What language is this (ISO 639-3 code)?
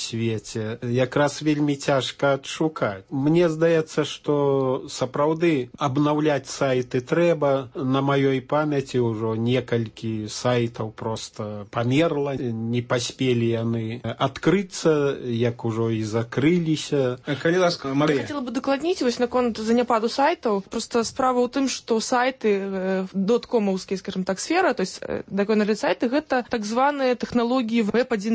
bel